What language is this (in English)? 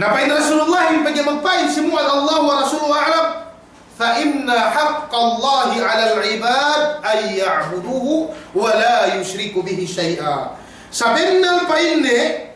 Yakan